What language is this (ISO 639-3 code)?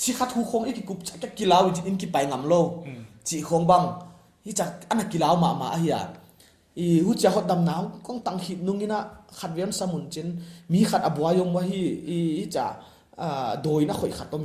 pck